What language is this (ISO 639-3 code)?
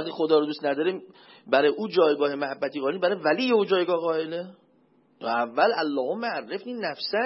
fas